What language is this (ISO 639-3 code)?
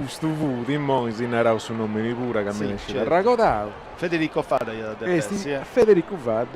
srd